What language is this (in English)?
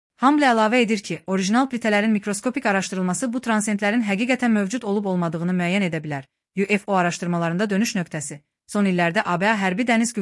Azerbaijani